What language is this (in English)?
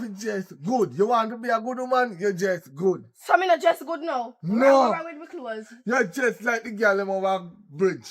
Jamaican Creole English